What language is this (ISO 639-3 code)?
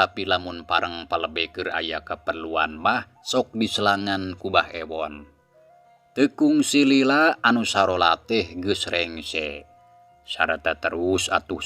sun